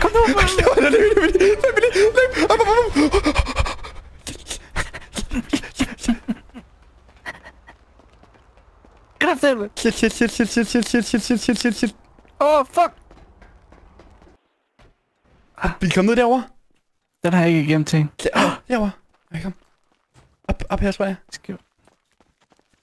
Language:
Danish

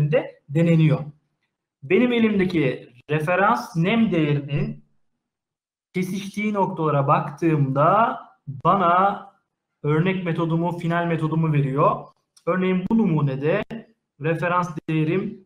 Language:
Turkish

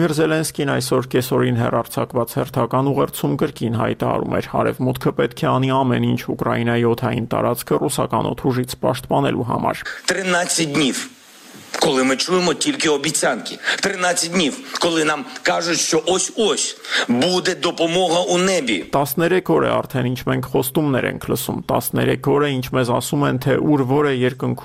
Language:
Armenian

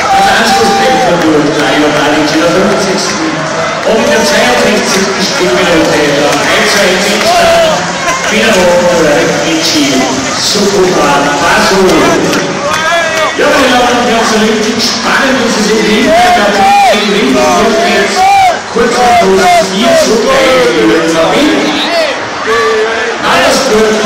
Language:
German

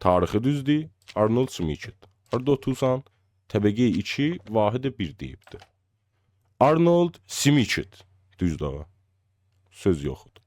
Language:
South Azerbaijani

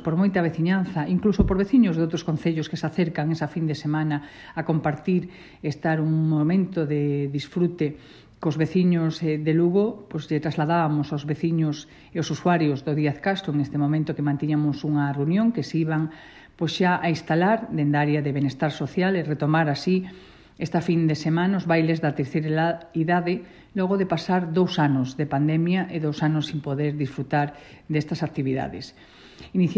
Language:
Galician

